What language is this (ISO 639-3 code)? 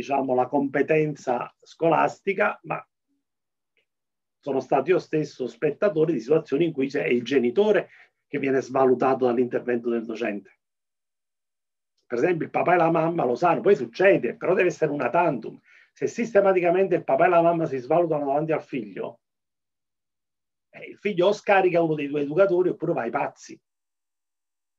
ita